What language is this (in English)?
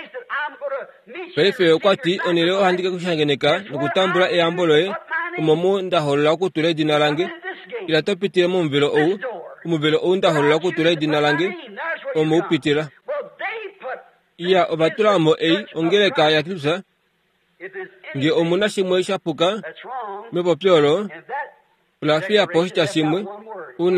Kuanyama